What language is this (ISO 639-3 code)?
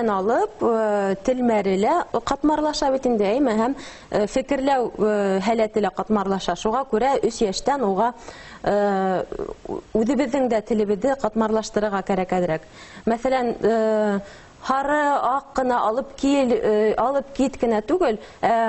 bak